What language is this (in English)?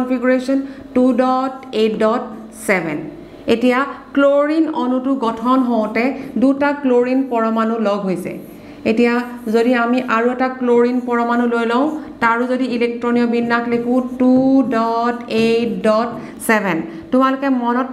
Assamese